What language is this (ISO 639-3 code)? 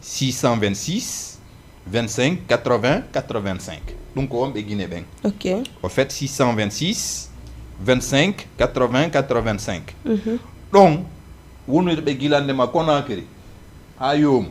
ful